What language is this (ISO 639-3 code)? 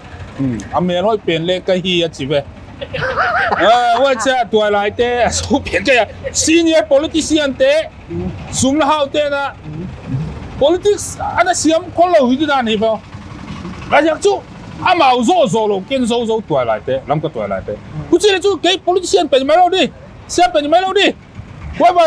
pck